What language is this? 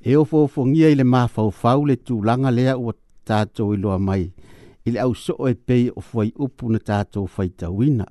Samoan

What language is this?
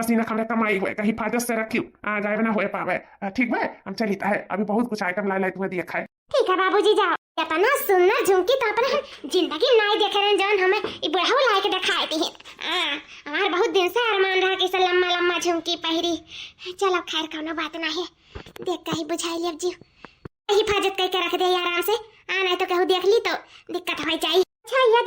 Awadhi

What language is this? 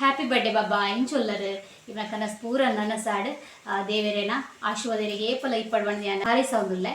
Tulu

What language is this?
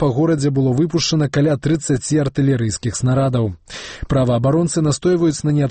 Belarusian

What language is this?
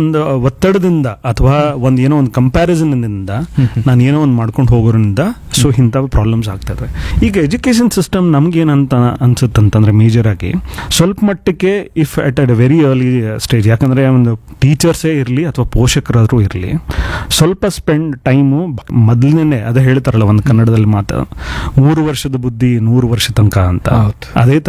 Kannada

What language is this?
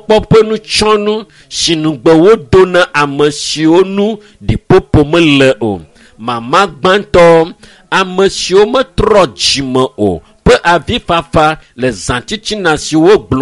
Ewe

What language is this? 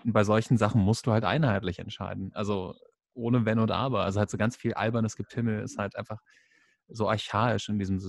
German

